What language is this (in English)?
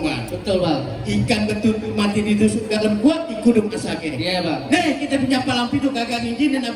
Betawi